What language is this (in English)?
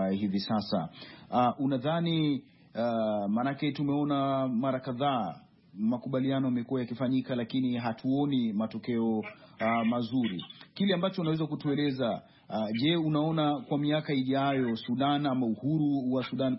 Swahili